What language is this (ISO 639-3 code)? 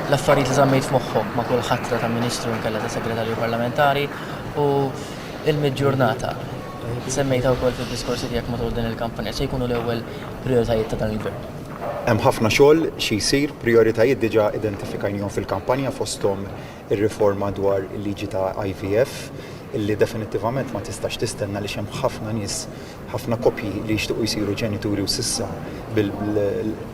mlt